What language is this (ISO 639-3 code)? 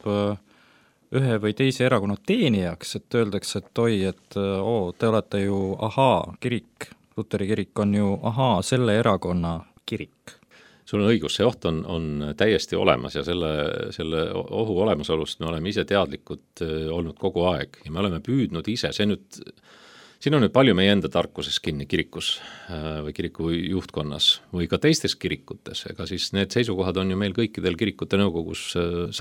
est